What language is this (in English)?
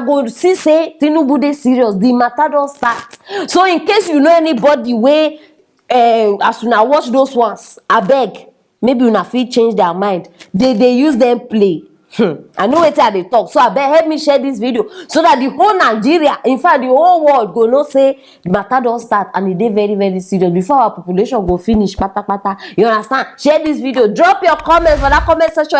Nigerian Pidgin